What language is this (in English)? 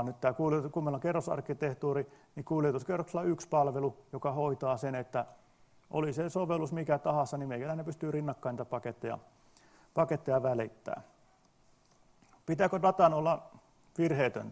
Finnish